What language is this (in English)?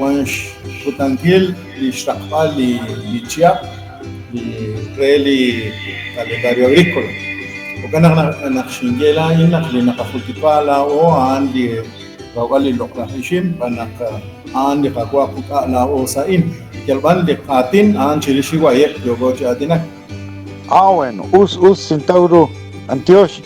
Kekchí